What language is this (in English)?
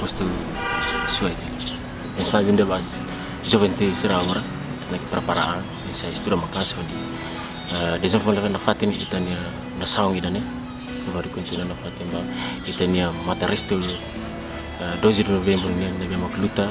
Tetum